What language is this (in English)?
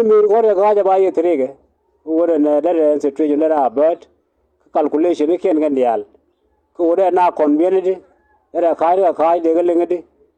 Nuer